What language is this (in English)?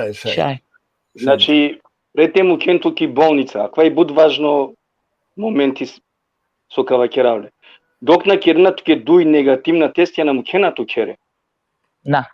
Balkan Romani